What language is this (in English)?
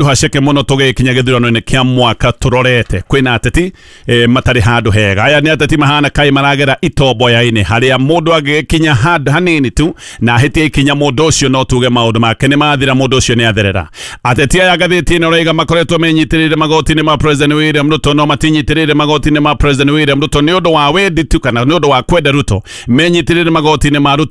Kikuyu